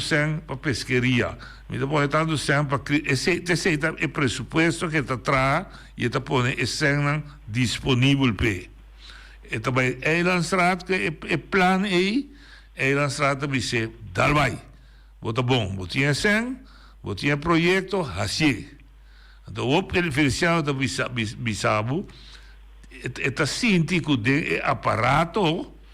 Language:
Papiamento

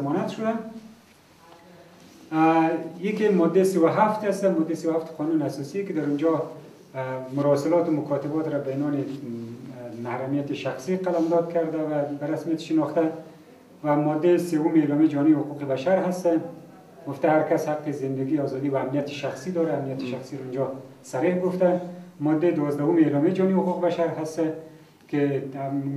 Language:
Persian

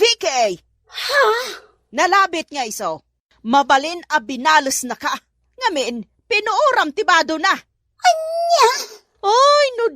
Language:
Iloko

